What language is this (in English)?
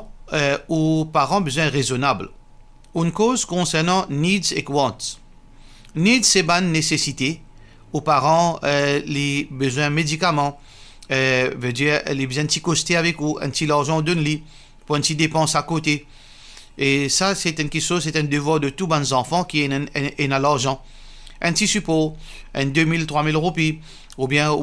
Morisyen